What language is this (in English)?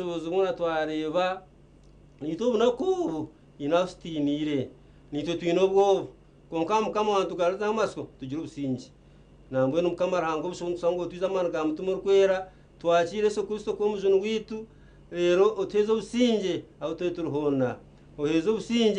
Nyankole